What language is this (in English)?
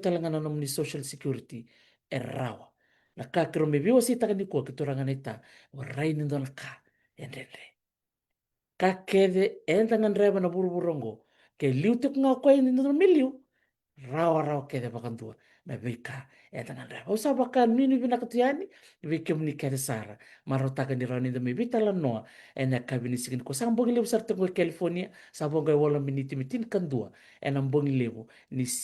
Fijian